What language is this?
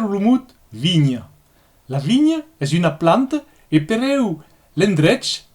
Occitan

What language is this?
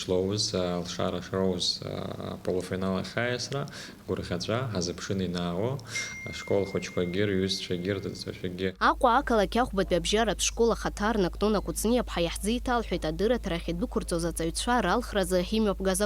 Abkhazian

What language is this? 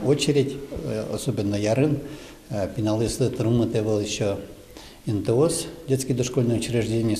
Udmurt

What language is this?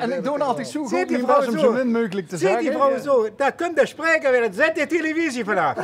Limburgish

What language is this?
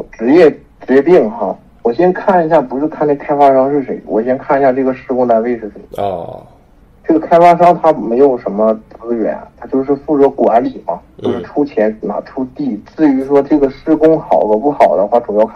Chinese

